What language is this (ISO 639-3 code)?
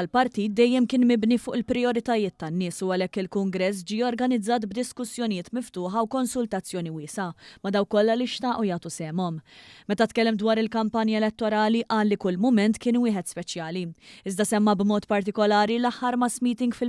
mlt